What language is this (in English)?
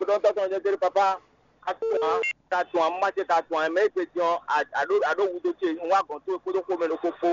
Fon